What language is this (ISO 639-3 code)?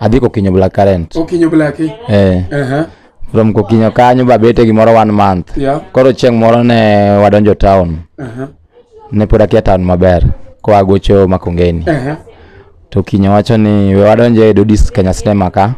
luo